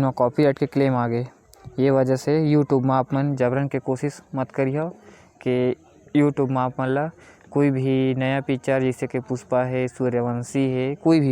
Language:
Chhattisgarhi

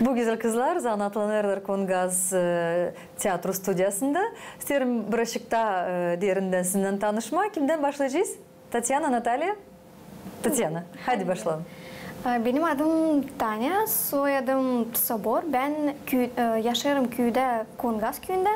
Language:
Gagauz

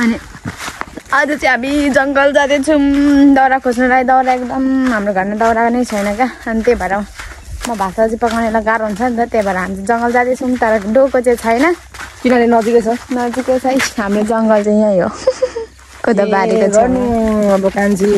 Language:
Nepali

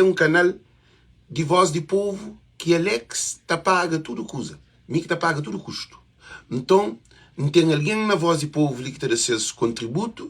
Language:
Kabuverdianu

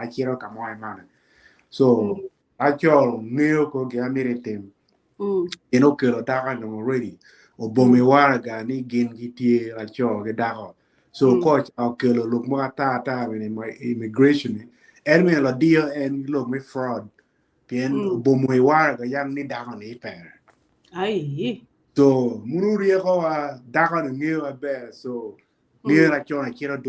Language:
Acoli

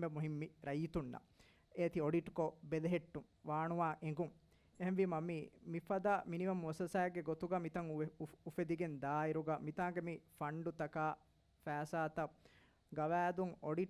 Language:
Divehi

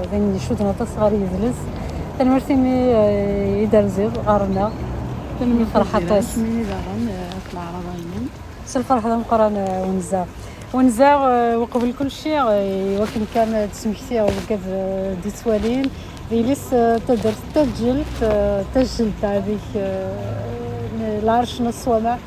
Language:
Kabyle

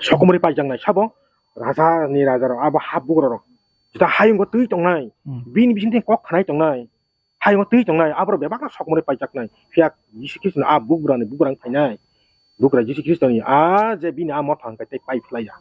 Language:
Kok Borok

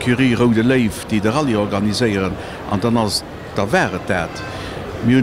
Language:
Luxembourgish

